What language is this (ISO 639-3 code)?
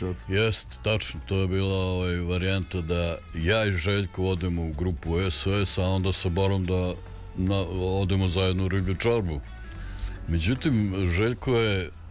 srp